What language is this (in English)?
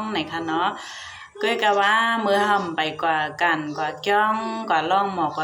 Shan